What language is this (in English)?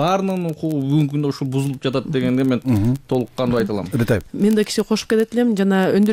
Kyrgyz